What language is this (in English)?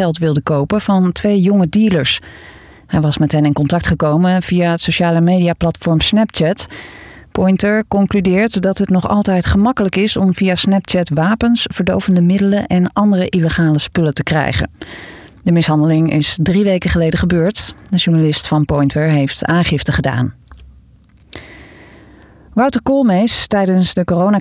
Dutch